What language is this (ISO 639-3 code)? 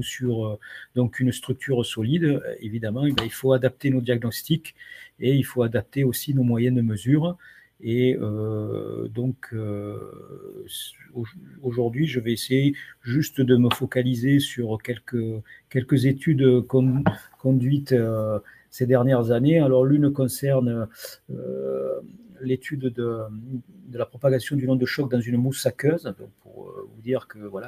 fra